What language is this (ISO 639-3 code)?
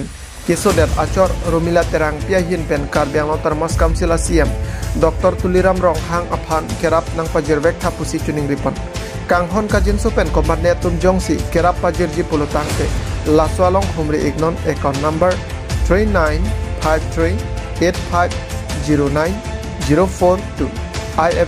mjw